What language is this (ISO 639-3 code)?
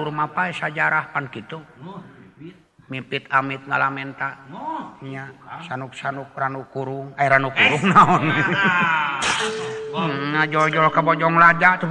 sun